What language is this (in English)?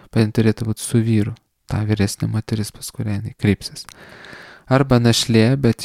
Lithuanian